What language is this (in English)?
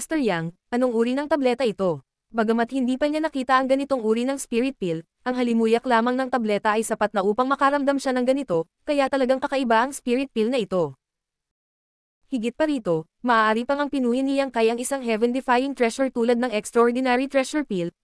Filipino